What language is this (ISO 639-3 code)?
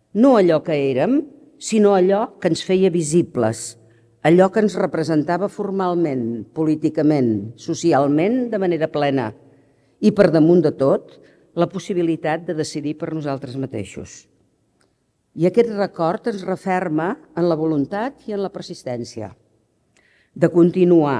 cat